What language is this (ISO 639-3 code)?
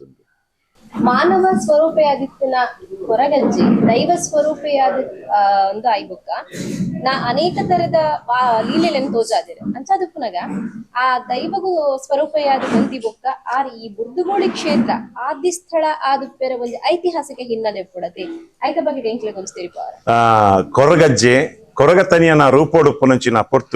tcy